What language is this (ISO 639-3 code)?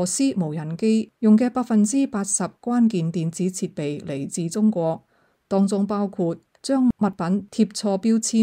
yue